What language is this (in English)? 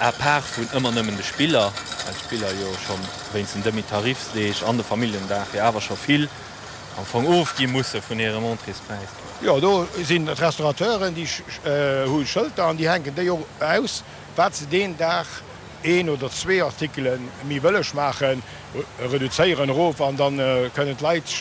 Luxembourgish